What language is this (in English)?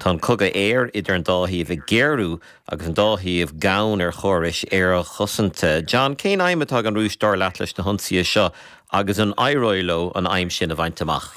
Irish